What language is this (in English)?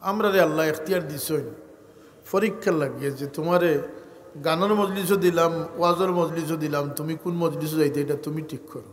Sylheti